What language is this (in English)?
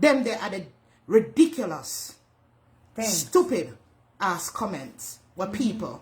Jamaican Creole English